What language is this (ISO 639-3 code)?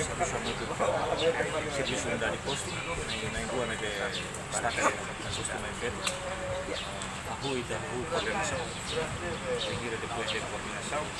tet